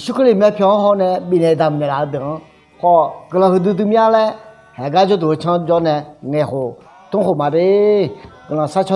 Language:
Akha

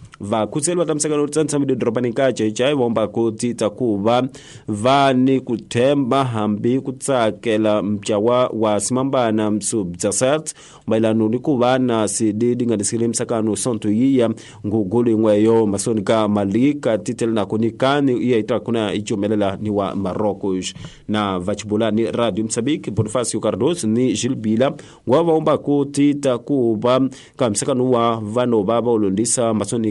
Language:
Tsonga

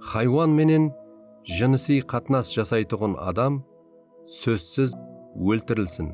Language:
Kara-Kalpak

